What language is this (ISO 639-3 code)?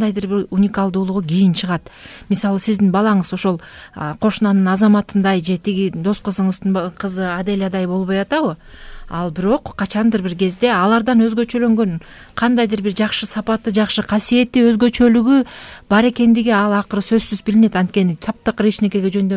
kir